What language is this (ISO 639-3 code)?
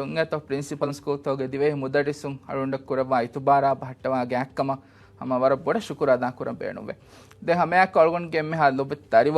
div